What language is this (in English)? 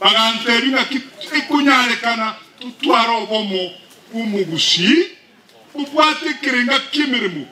Gusii